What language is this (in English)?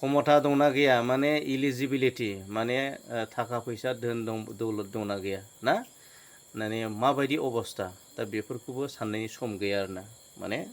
Bodo